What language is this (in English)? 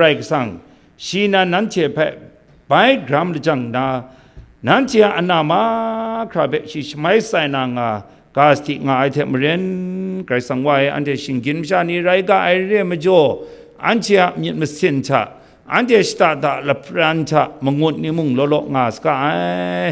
Kachin